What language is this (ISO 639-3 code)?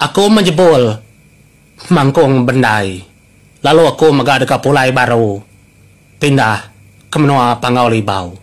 iba